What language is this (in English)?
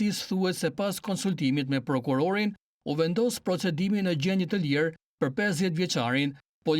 Albanian